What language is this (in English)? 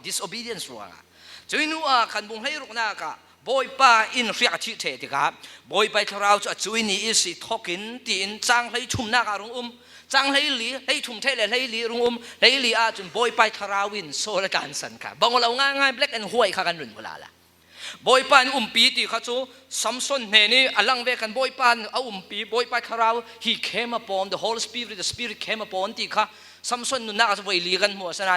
Falam Chin